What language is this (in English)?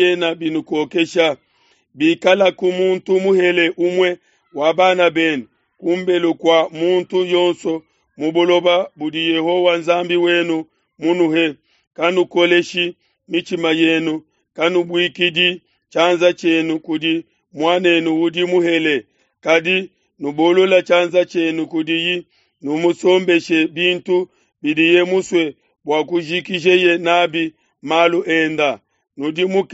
Luba-Lulua